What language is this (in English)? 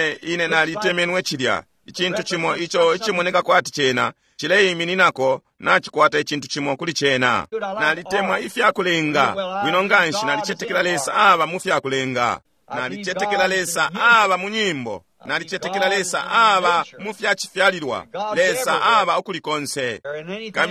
Bemba